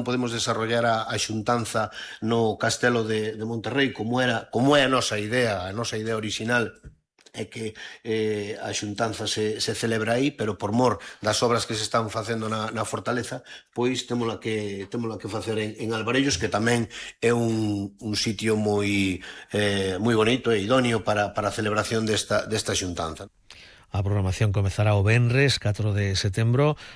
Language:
Galician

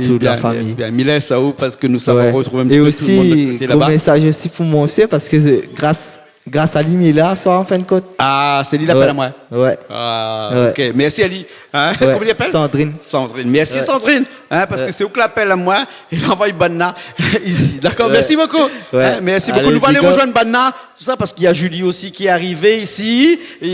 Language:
Réunion Creole French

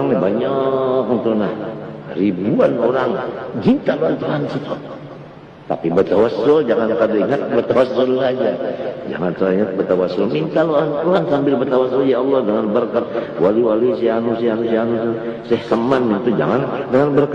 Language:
Banjar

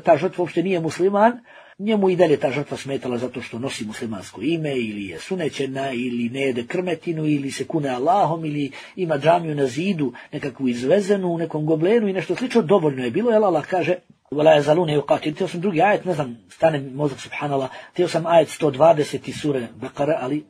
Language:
Bosnian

